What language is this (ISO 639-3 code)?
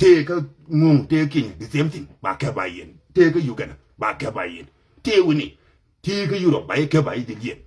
nus